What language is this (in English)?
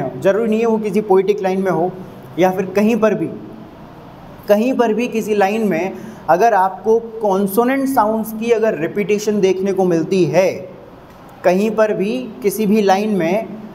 Hindi